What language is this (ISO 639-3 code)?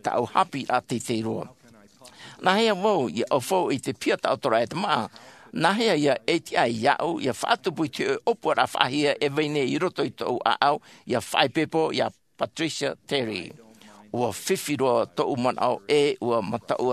tah